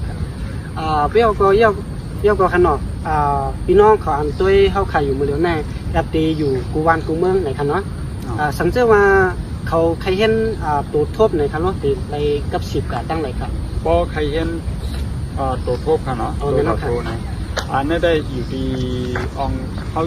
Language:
Shan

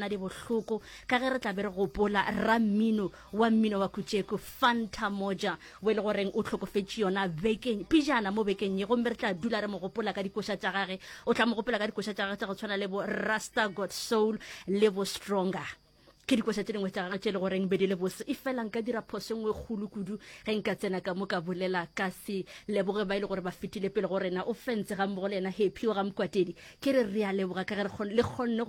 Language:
Northern Sotho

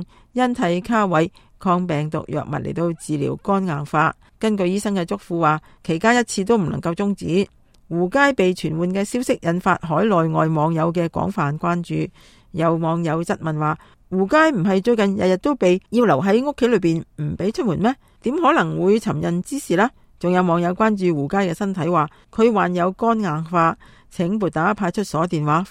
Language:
Cantonese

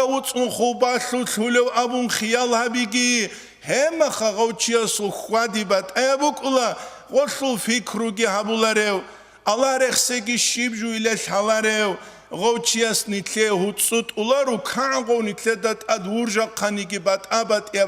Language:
Avaric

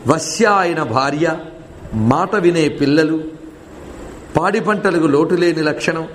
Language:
Telugu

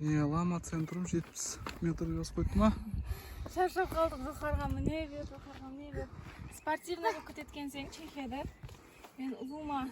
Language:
Kara-Kalpak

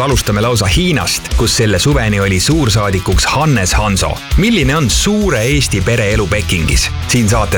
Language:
Estonian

